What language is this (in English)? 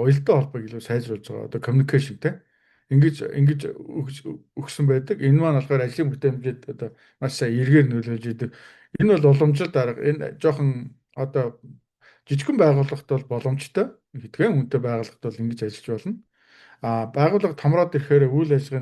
Mongolian